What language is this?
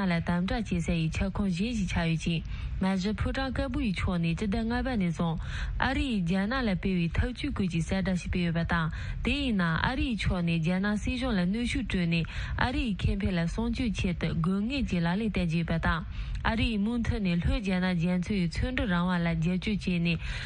Tibetan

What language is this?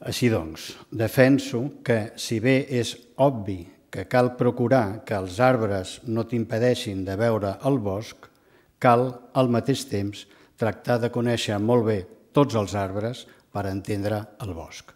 Catalan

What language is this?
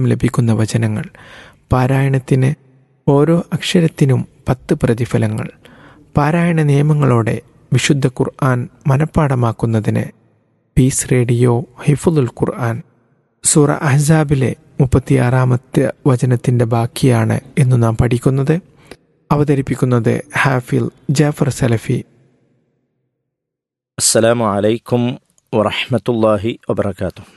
Malayalam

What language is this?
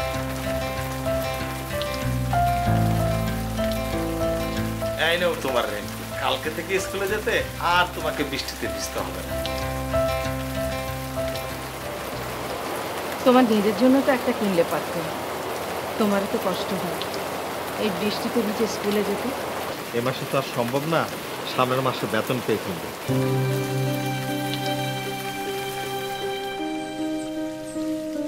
Bangla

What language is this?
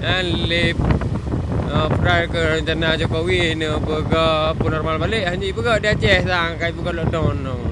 Achinese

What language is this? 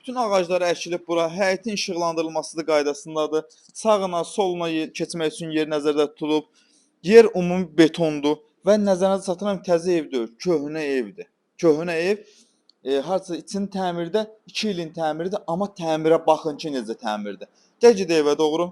Azerbaijani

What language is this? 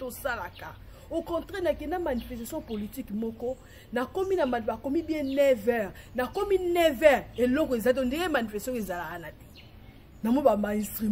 Lingala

